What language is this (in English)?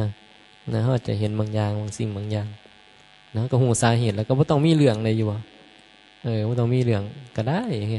Northeastern Thai